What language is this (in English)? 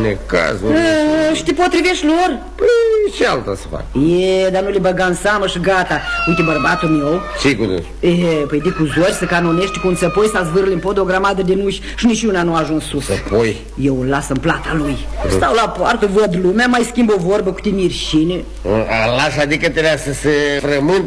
Romanian